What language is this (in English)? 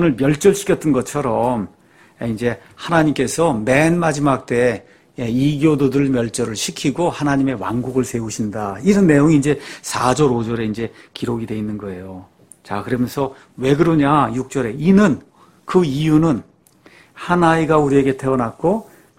Korean